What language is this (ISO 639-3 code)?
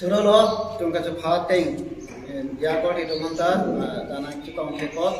mjw